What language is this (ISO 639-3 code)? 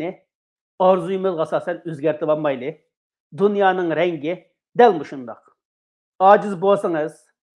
uig